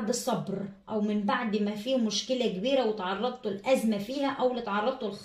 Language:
Egyptian Arabic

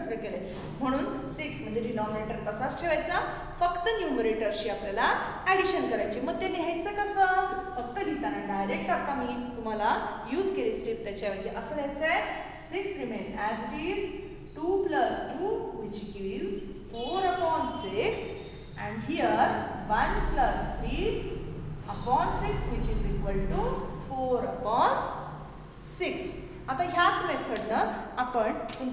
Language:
Marathi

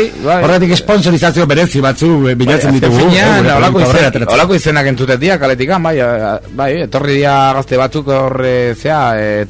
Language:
Basque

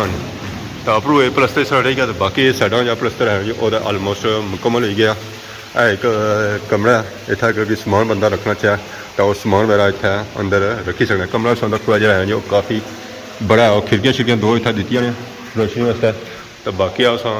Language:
Pahari-Potwari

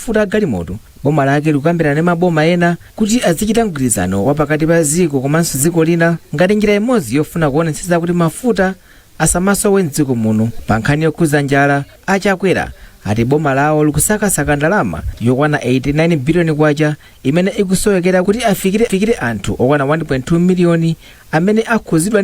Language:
Nyanja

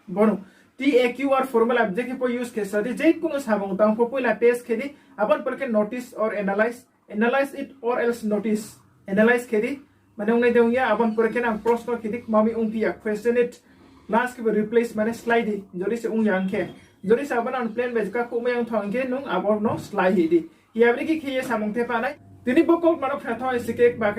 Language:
Riang (India)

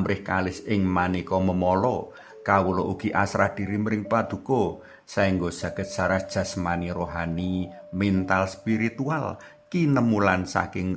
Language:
Javanese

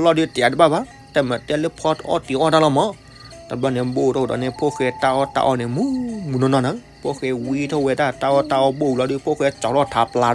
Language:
S'gaw Karen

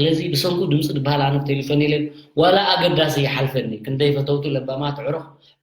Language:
Tigrinya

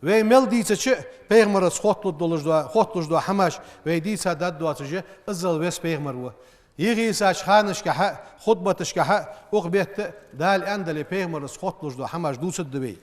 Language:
Ingush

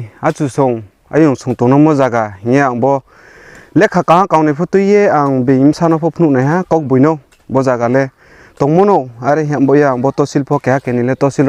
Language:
Riang (India)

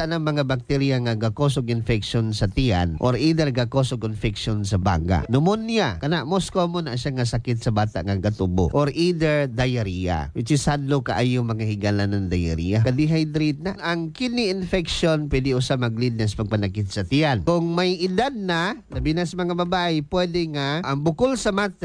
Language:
Cebuano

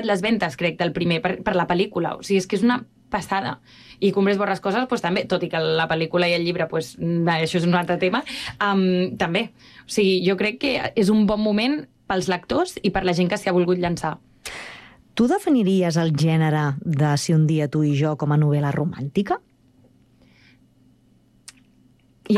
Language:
Catalan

